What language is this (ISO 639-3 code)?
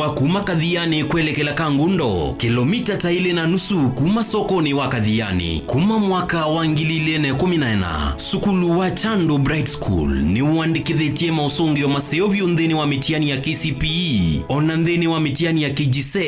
kam